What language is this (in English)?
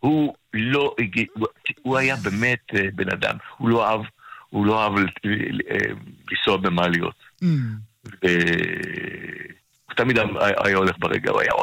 Hebrew